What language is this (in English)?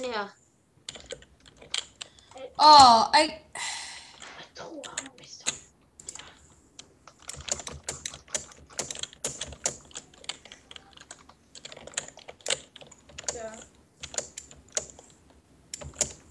Norwegian